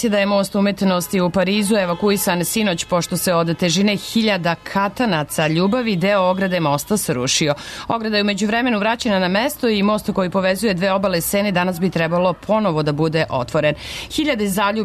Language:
Serbian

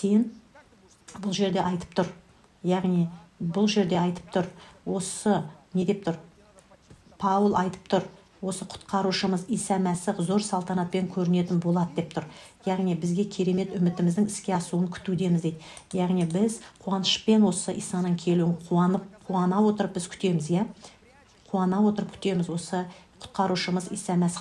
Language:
Kazakh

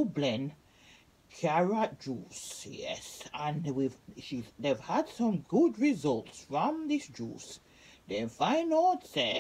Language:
Jamaican Creole English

